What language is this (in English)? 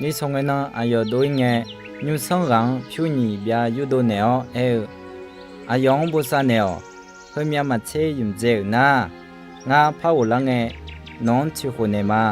Akha